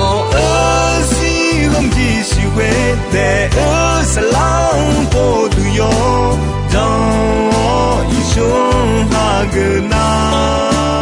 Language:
Akha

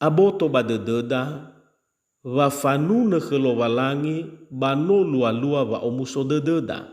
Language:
Nias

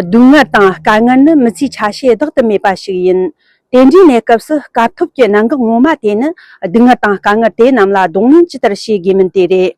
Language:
Tibetan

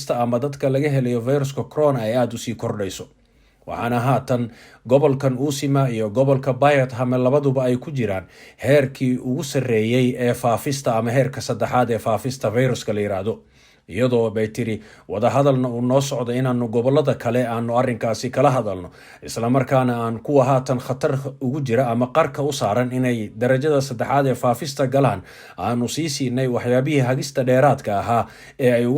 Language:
Somali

